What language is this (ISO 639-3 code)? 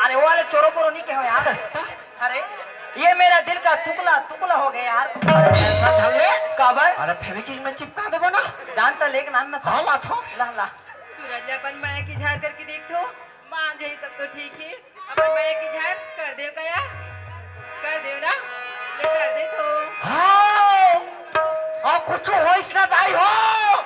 hne